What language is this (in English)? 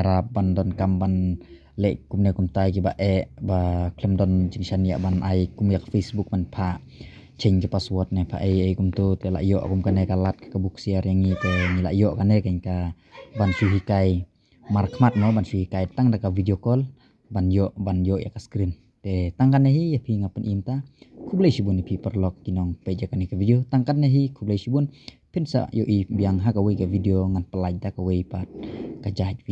Khasi